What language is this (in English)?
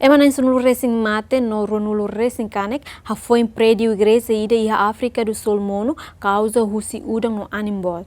Tetum